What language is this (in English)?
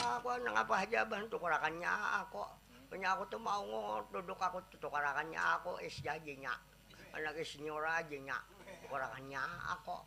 Banjar